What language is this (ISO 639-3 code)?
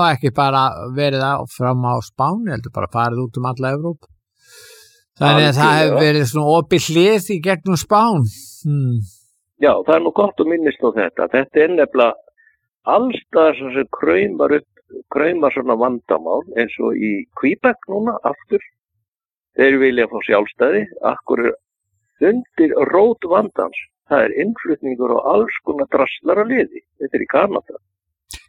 isl